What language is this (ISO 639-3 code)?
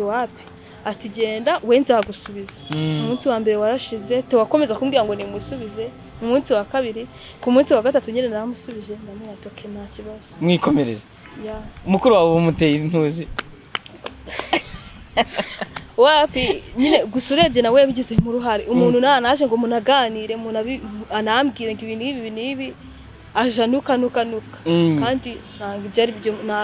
kin